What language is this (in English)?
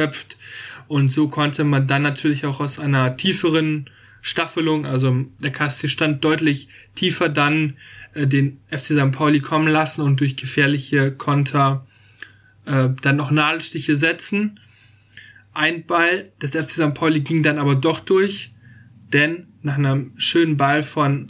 German